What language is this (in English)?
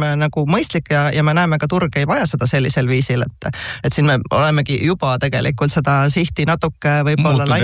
Estonian